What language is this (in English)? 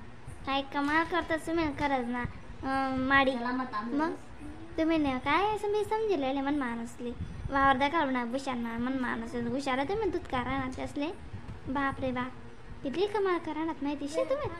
Khandesi